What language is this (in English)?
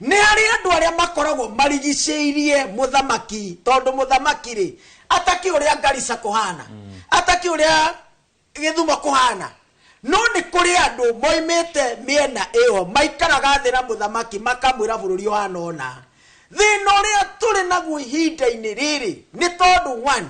Kikuyu